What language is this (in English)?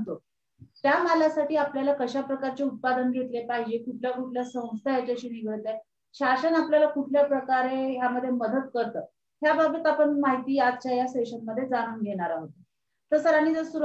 Marathi